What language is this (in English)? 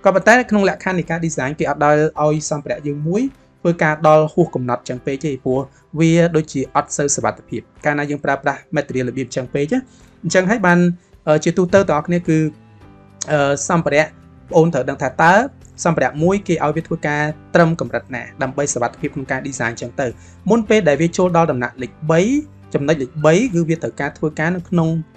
Khmer